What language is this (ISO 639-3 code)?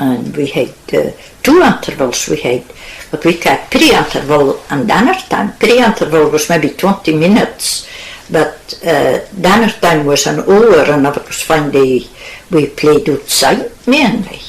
sco